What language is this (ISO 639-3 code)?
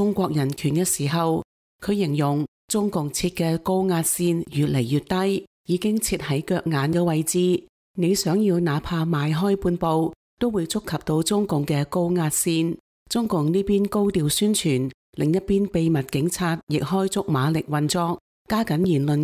yue